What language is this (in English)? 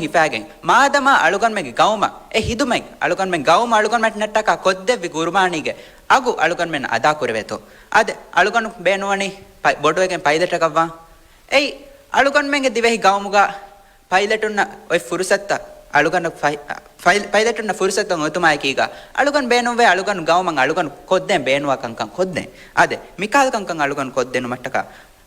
Divehi